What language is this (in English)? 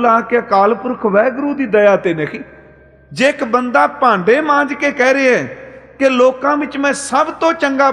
Punjabi